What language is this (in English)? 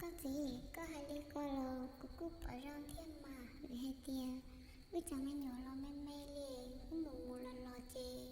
Hmong